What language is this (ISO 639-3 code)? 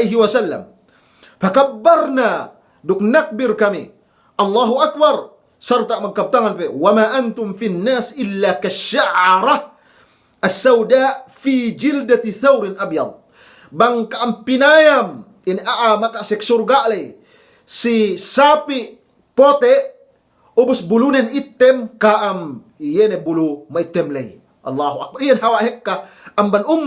yka